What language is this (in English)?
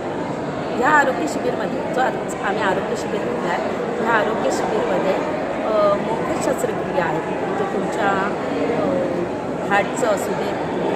Marathi